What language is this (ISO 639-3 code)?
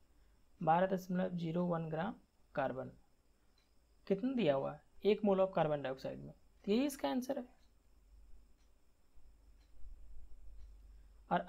hin